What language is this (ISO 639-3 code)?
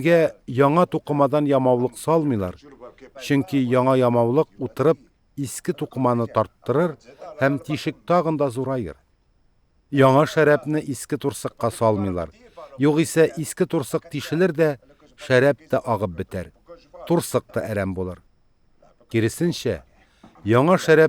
tat